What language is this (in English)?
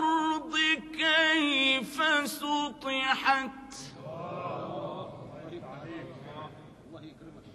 Arabic